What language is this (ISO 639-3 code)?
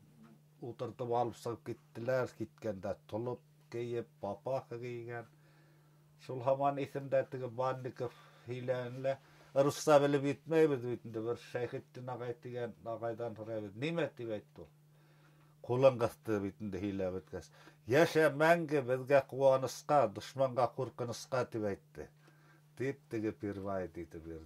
bak